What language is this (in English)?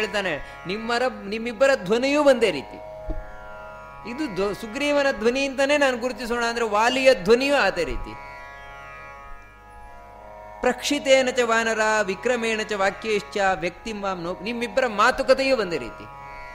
Kannada